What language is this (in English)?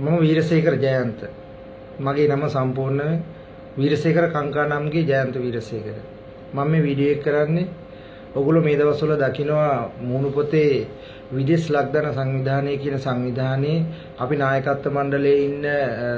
Sinhala